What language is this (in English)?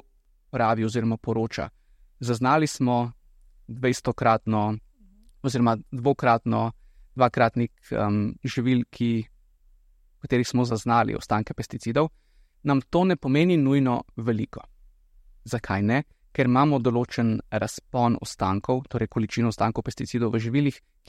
Slovenian